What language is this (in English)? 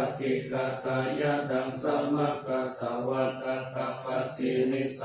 Pali